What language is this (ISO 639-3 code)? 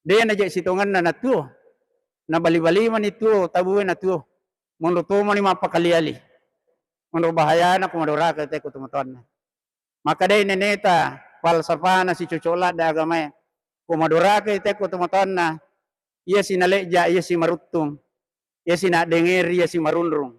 bug